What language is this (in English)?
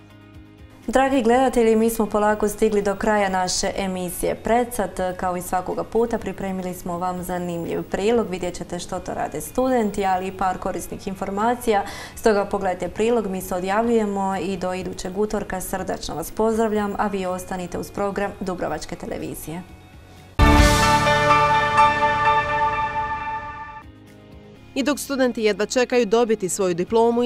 Croatian